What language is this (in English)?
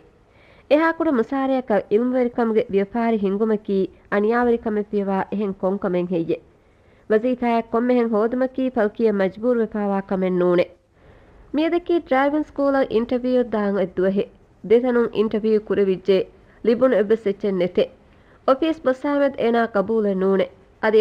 Divehi